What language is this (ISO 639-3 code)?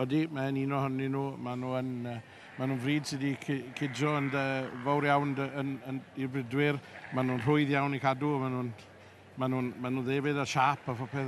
cym